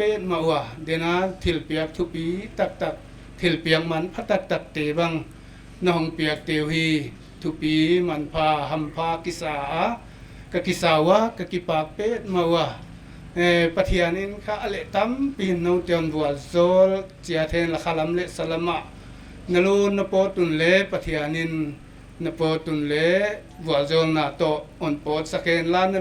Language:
Paite Chin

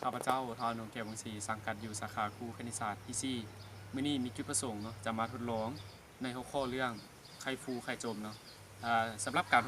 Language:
Lao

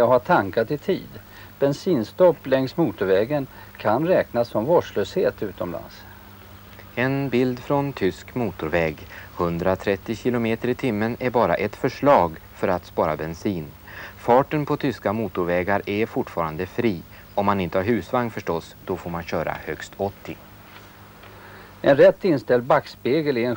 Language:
Swedish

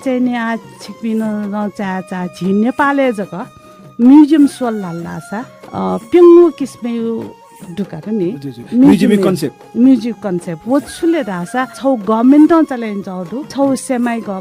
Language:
Newari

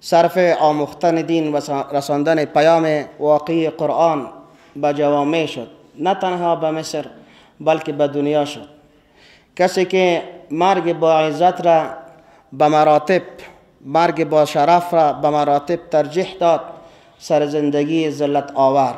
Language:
Persian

